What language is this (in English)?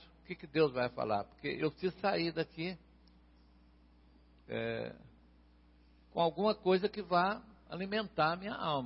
Portuguese